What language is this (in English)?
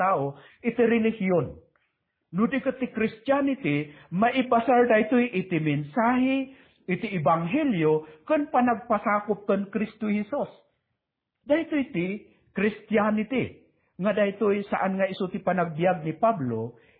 Iloko